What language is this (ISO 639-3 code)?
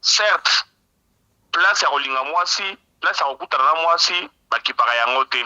lin